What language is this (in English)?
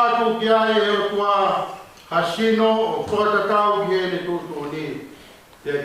Tongan